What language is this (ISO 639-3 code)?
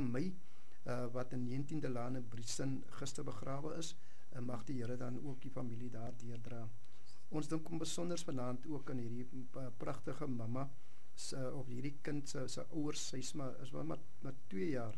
afr